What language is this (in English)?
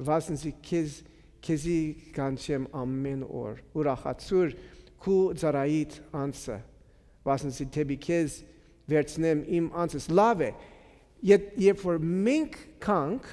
Armenian